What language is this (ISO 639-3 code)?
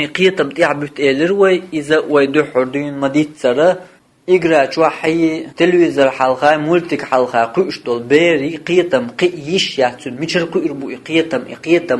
che